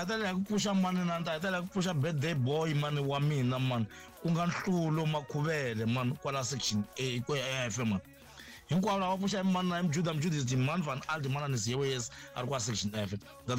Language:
Tsonga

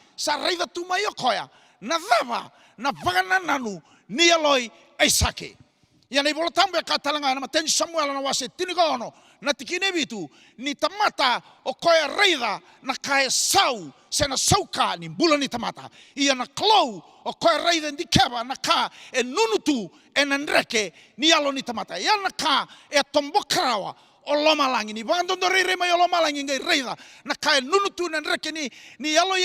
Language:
Fijian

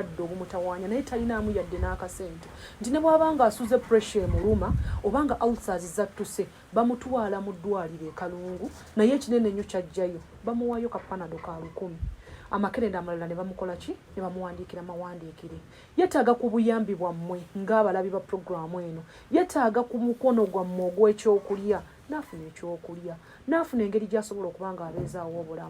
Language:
Ganda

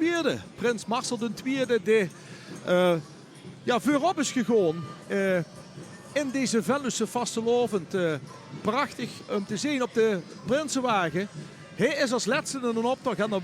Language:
Limburgish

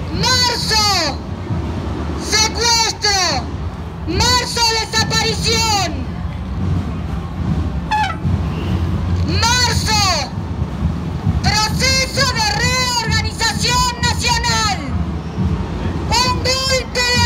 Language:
Spanish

